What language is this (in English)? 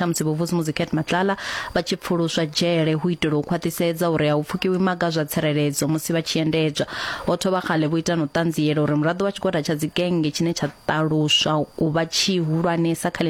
Venda